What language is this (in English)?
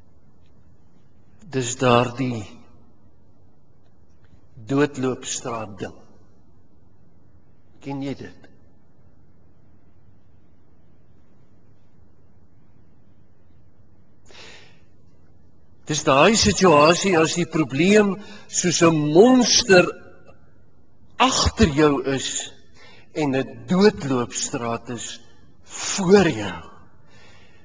Afrikaans